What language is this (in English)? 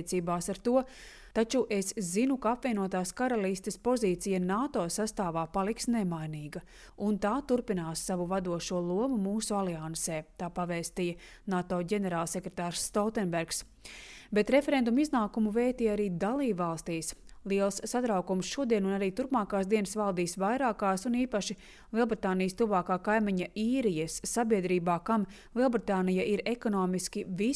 Latvian